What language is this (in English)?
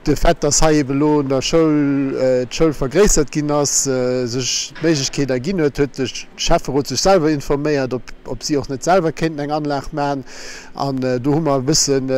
Luxembourgish